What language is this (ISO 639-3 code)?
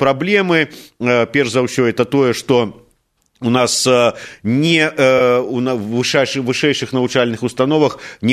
bel